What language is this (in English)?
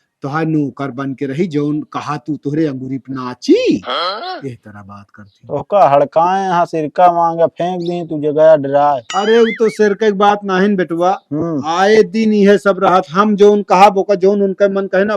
Awadhi